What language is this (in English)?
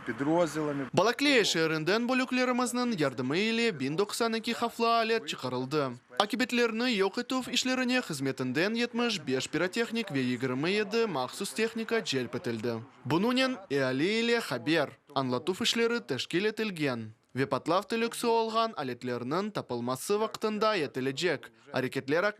Crimean Tatar